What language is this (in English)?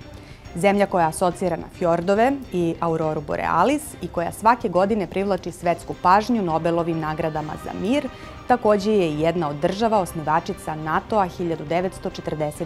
Serbian